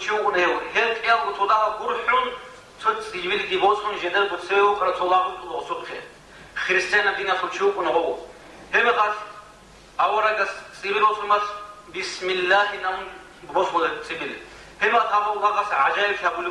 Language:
Avaric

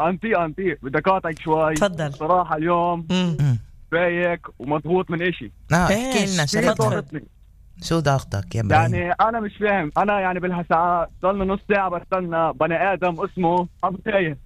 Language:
North Levantine Arabic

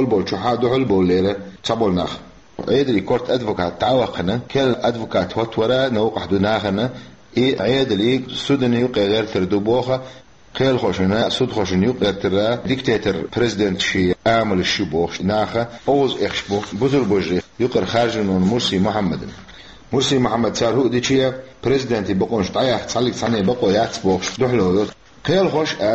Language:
Chechen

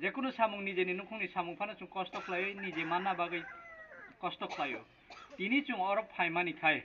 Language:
Kok Borok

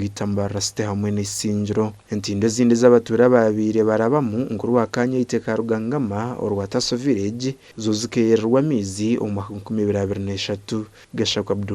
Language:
Nyankole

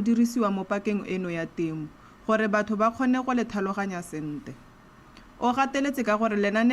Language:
Tswana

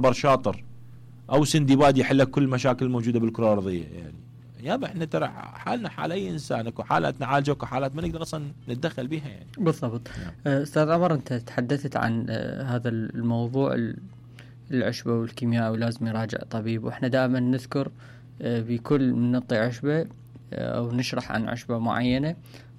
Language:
Mesopotamian Arabic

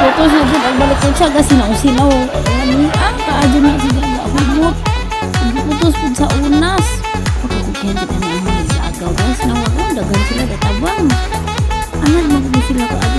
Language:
Cebuano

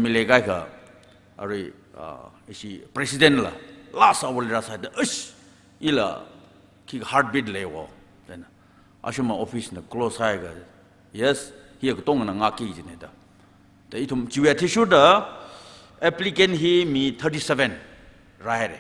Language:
Tangkhul Naga (India)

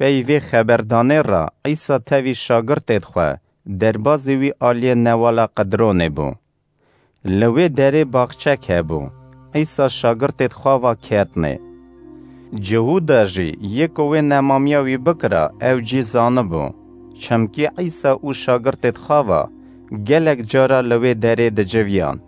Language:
Kurdish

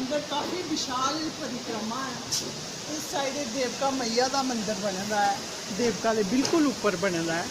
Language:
Dogri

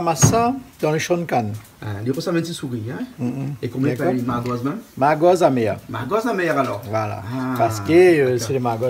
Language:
Réunion Creole French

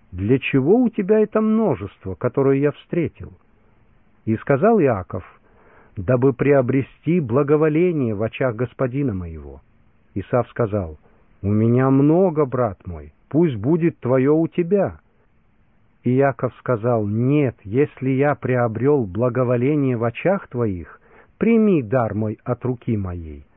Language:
Russian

